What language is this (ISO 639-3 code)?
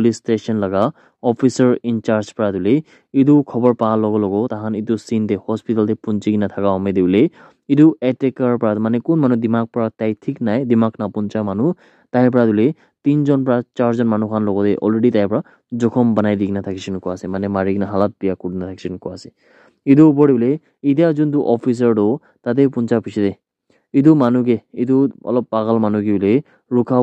nag